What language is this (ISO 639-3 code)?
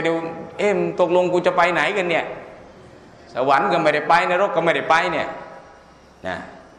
tha